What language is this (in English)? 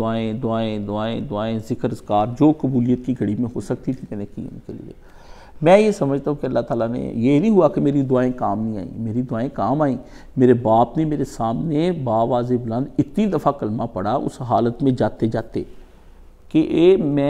Urdu